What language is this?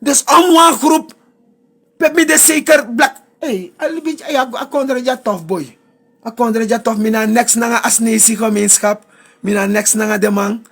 Sranan Tongo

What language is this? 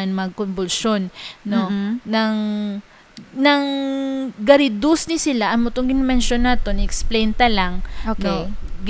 Hiligaynon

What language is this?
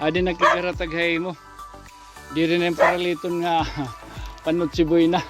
Waray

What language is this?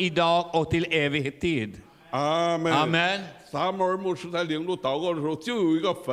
Swedish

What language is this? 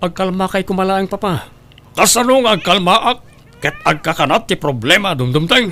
Iloko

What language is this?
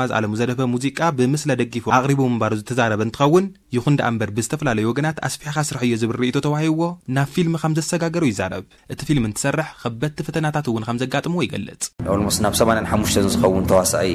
Tigrinya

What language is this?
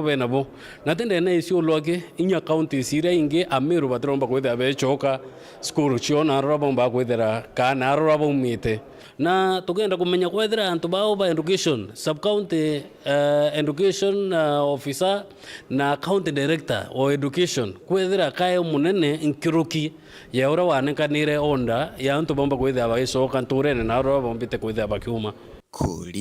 Meru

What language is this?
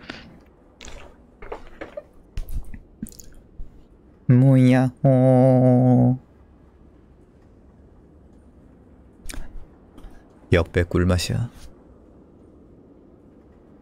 Korean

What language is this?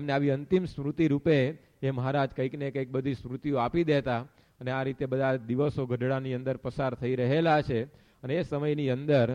Gujarati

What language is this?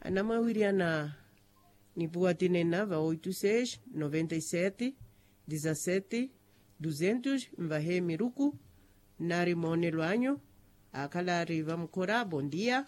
Makhuwa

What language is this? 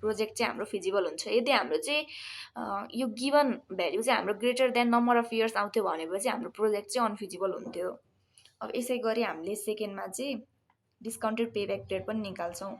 Nepali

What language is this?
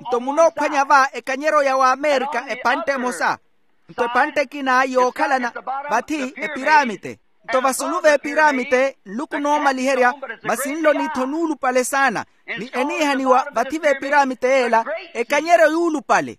Makhuwa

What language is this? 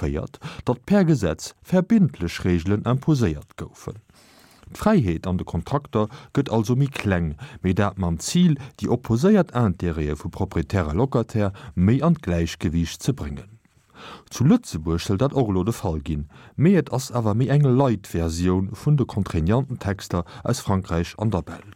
Luxembourgish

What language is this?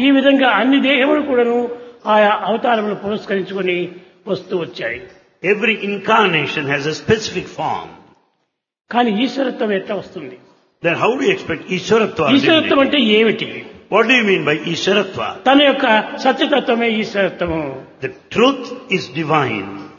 Telugu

